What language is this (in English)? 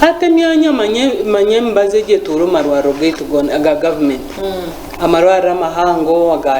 Nyankole